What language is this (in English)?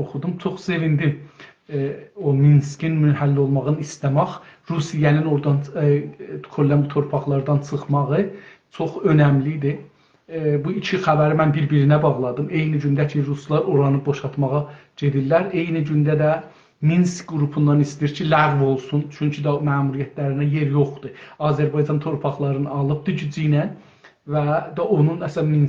South Azerbaijani